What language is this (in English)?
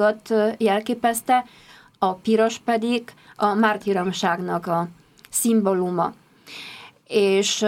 Hungarian